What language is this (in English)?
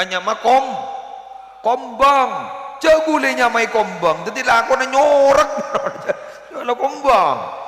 Madurese